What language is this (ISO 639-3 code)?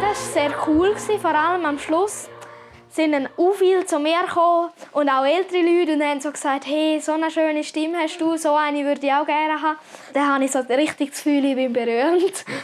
gsw